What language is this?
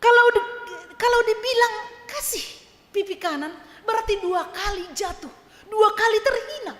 Batak Simalungun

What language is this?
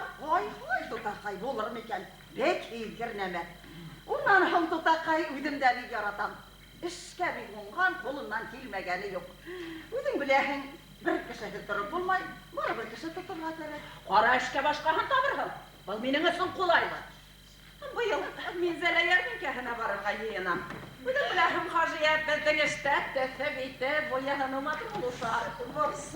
Bashkir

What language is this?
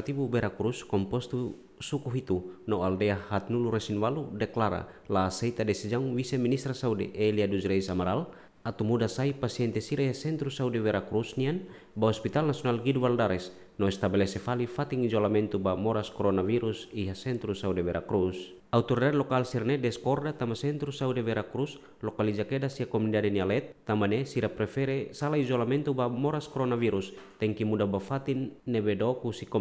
Tetum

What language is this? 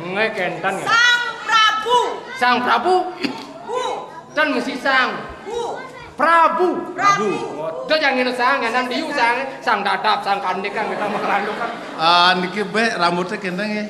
Balinese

